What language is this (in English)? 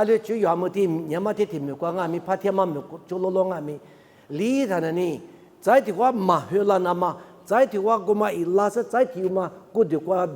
Lisu